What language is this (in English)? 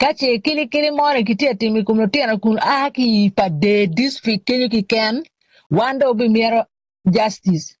Acoli